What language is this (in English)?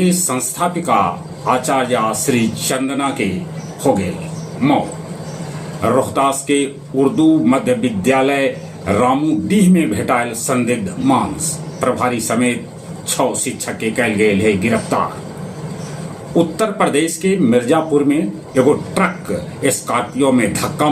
Magahi